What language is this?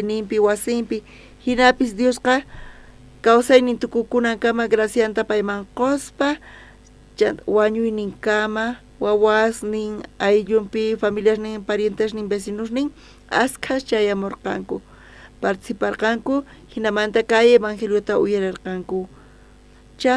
South Bolivian Quechua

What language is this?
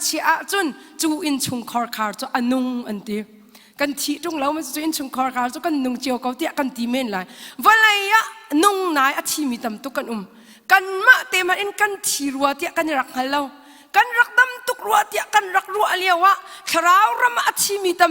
Hakha Chin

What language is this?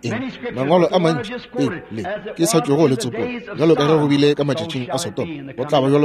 Northern Sotho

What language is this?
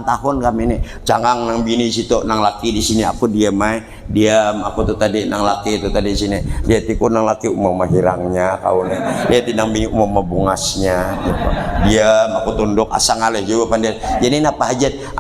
Banjar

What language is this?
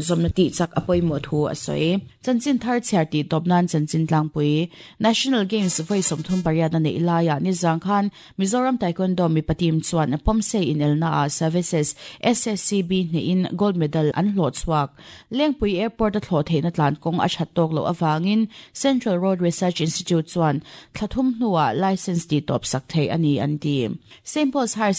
Mizo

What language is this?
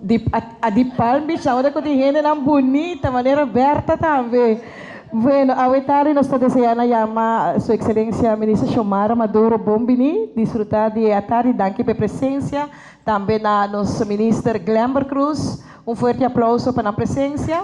Papiamento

